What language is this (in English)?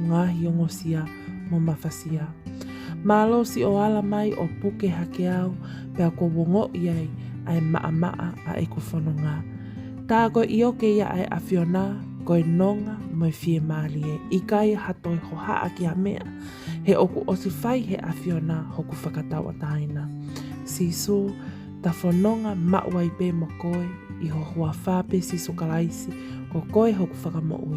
Tongan